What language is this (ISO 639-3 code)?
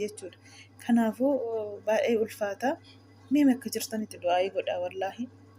orm